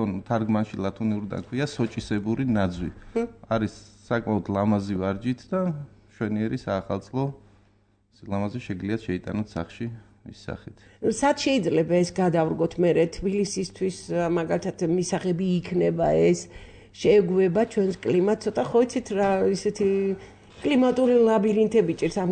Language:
Georgian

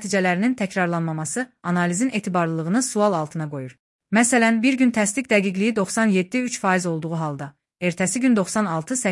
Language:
Azerbaijani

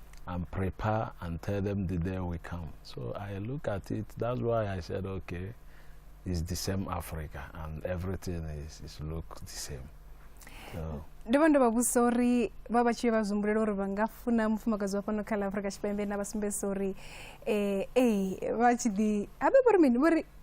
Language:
Venda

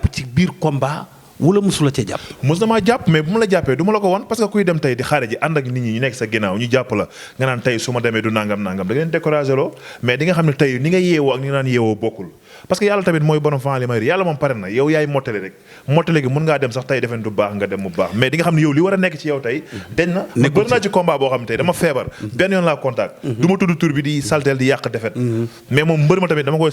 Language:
Wolof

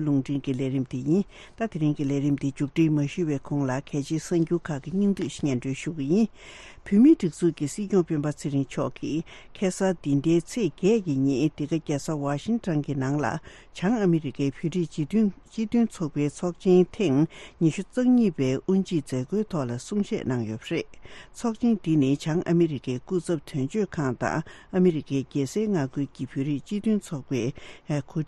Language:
Tibetan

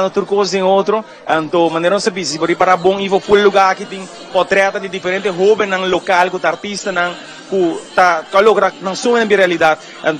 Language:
Papiamento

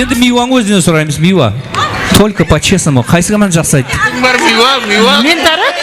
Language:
Kara-Kalpak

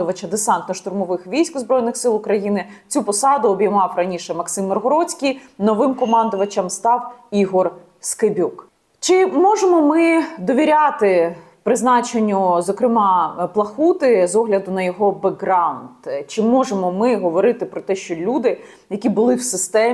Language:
Ukrainian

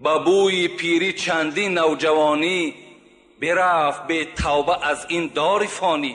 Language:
Tajik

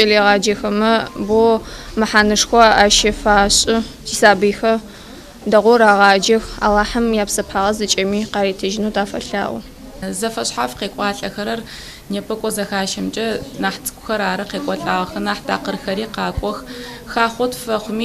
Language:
Adyghe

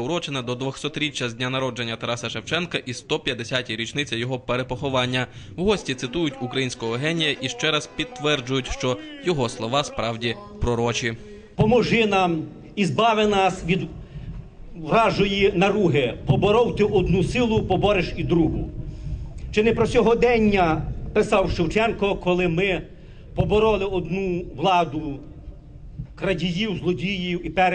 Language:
Ukrainian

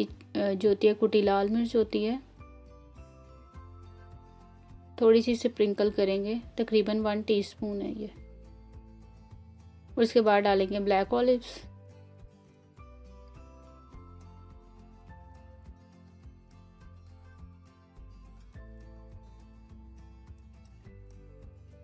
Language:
Hindi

